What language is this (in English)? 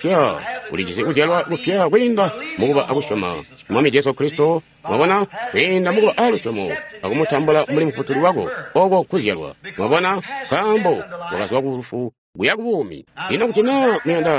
Tonga (Zambia)